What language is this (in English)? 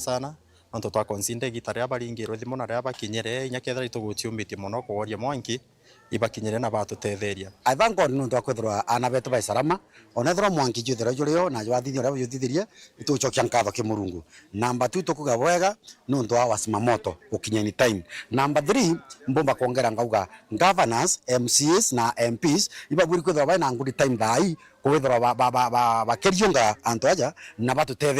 Meru